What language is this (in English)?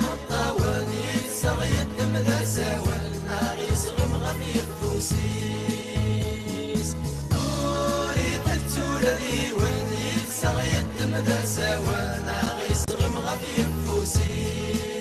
Kabyle